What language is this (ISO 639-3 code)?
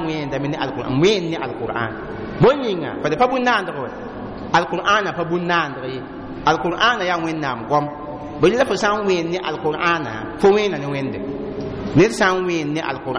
mos